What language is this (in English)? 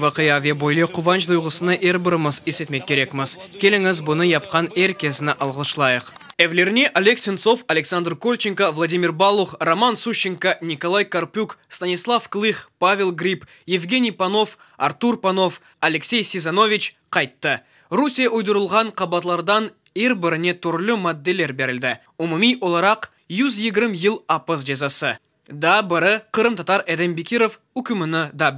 Crimean Tatar